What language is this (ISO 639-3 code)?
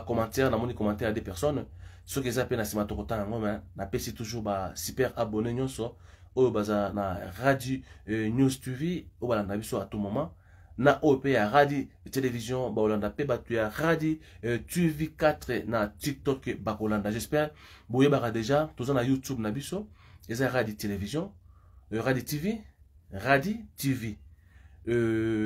lin